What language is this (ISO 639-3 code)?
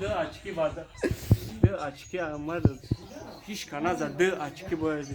tgk